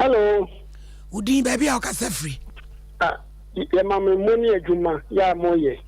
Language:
Akan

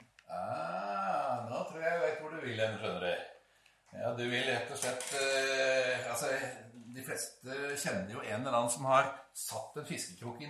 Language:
Norwegian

